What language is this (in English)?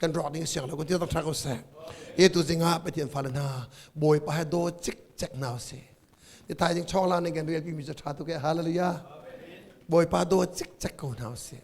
Hakha Chin